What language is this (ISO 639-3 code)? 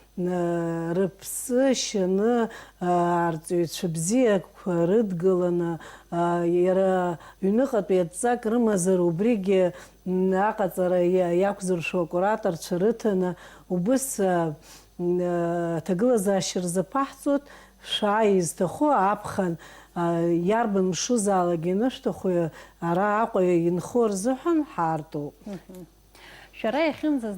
abk